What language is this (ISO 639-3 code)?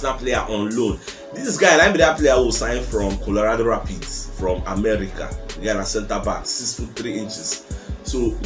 pcm